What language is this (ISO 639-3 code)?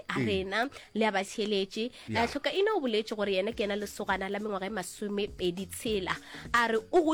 nso